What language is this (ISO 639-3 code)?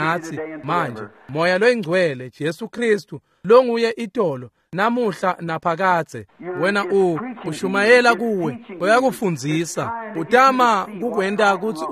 ssw